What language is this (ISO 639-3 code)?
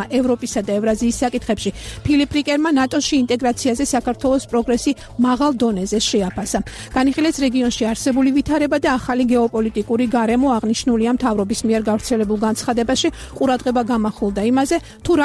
kat